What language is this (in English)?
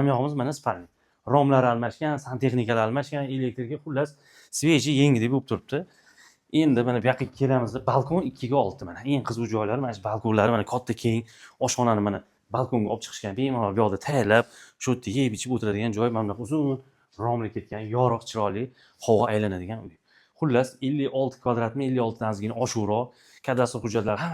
Uzbek